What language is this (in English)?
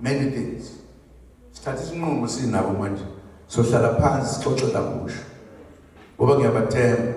Zulu